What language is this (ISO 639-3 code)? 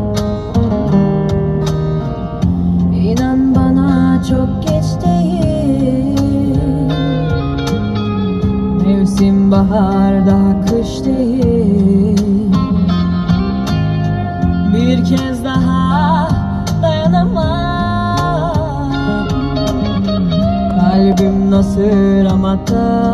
tur